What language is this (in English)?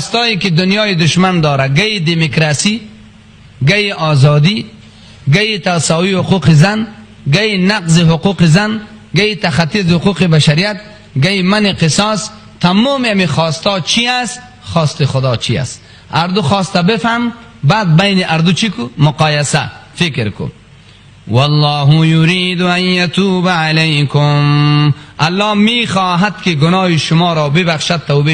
Persian